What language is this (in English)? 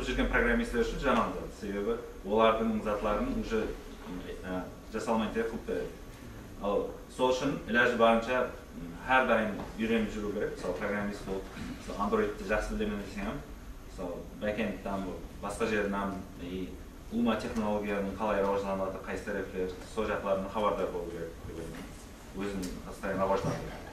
Kara-Kalpak